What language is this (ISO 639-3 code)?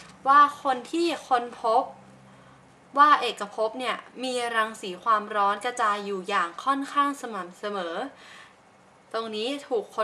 tha